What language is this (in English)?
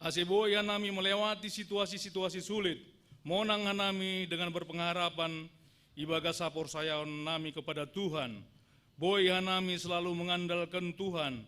Batak Simalungun